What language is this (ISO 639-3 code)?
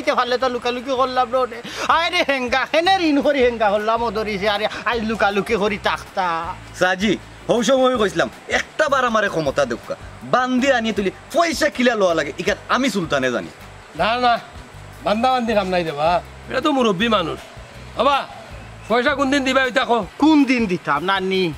syl